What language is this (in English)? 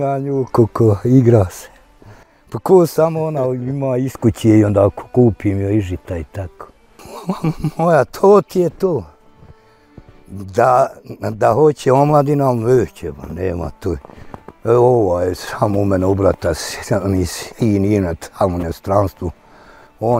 Bosnian